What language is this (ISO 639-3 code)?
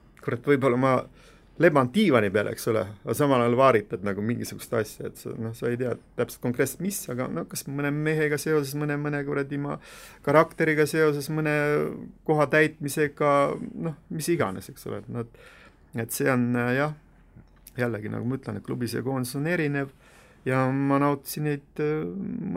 est